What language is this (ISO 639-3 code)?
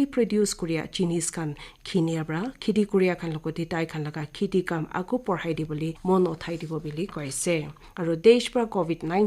nag